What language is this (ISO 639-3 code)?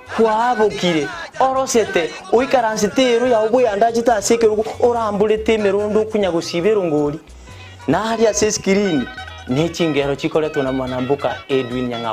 guz